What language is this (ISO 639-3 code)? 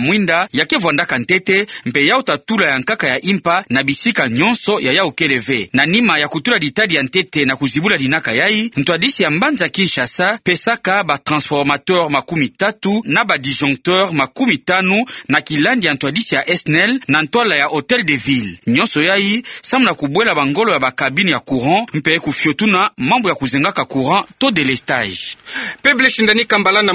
ktu